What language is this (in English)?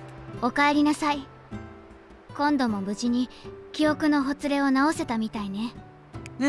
Japanese